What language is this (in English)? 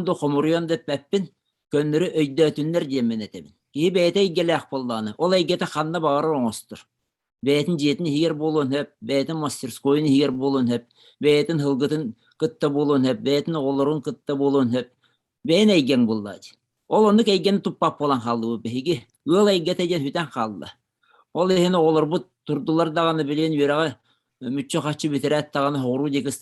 Yakut